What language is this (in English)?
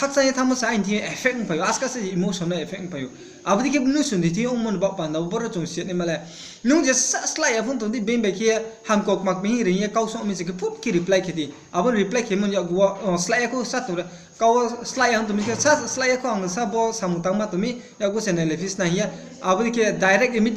Riang (India)